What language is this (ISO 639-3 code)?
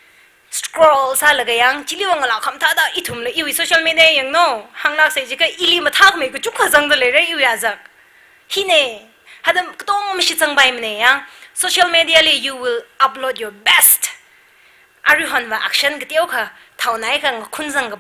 nmf